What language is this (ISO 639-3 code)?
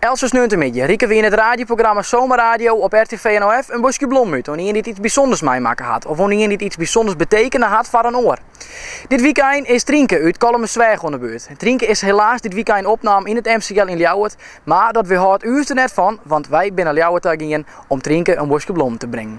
fry